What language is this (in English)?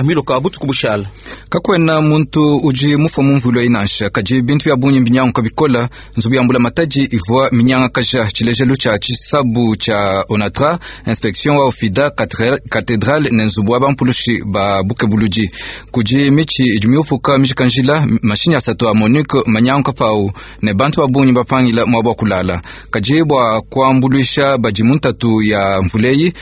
Luba-Lulua